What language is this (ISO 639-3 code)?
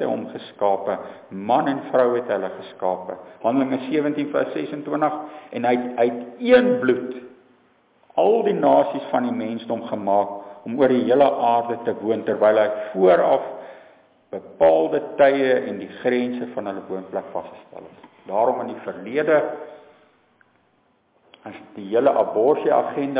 afr